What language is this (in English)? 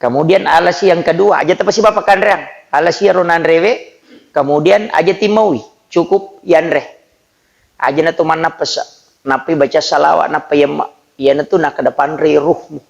Buginese